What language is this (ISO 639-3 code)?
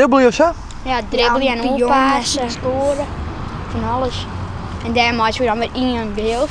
fry